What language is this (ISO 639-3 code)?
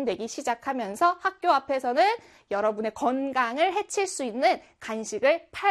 kor